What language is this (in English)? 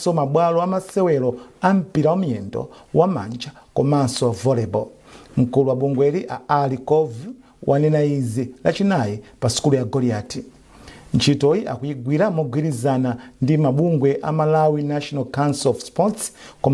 Nyanja